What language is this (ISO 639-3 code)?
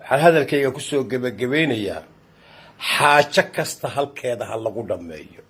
som